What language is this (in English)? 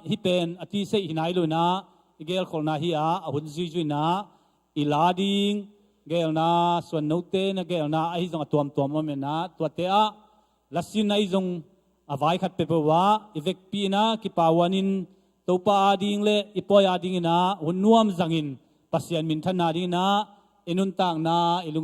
Tedim Chin